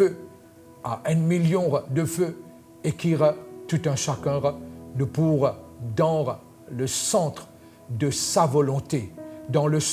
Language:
Morisyen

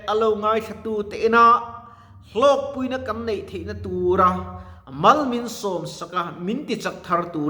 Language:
Mizo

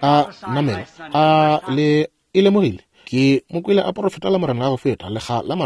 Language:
Northern Sotho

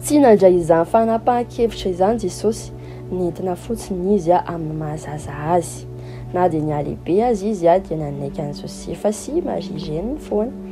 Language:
Malagasy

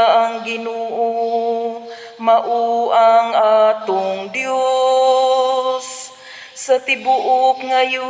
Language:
Cebuano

